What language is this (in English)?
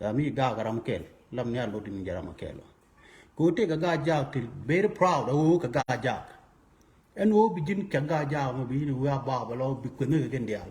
Nuer